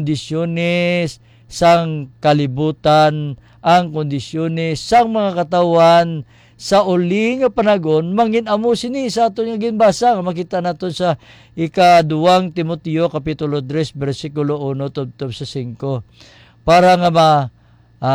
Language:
Hiligaynon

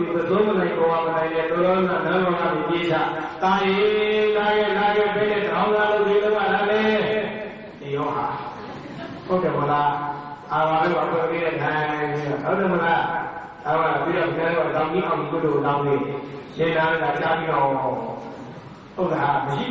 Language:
Burmese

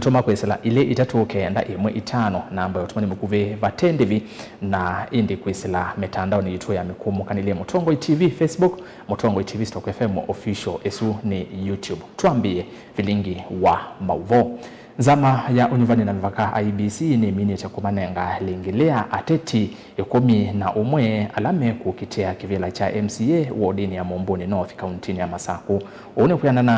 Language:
Kamba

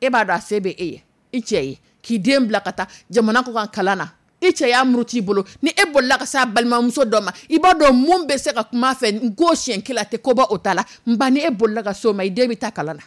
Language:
Dyula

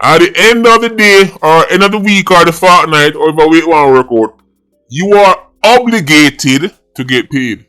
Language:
Jamaican Creole English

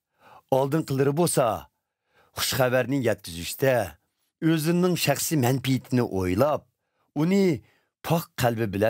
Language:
Uyghur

